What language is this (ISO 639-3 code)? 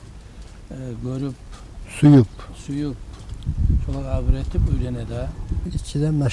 kum